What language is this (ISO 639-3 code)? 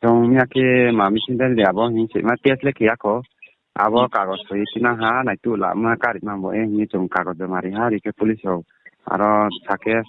ria